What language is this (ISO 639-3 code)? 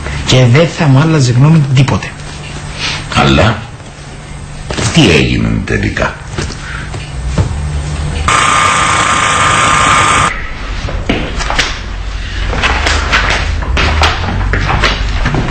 ell